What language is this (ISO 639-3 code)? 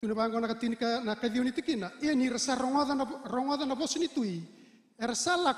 fij